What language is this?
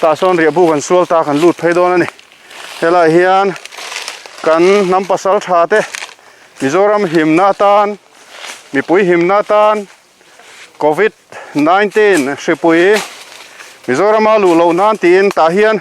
Mizo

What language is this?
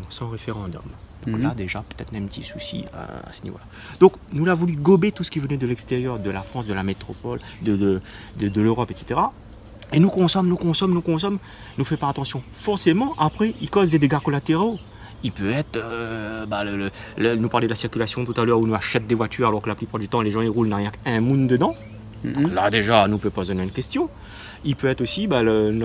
Réunion Creole French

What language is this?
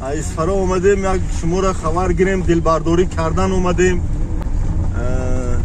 Tajik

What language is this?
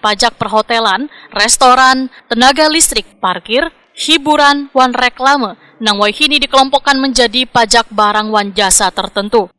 Banjar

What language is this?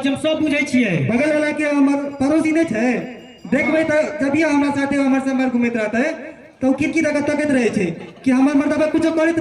Maithili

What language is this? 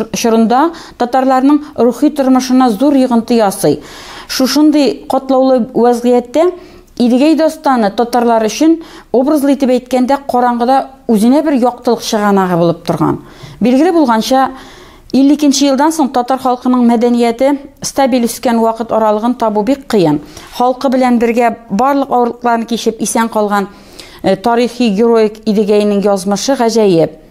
Tatar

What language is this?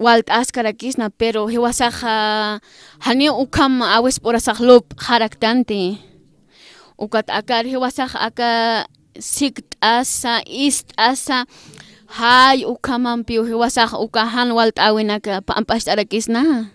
Aymara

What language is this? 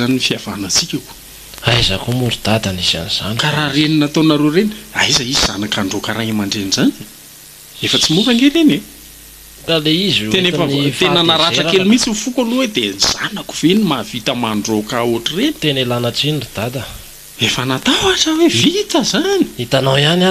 Malagasy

